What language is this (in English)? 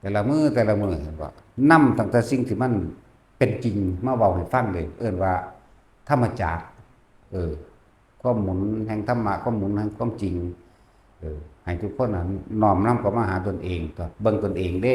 Northeastern Thai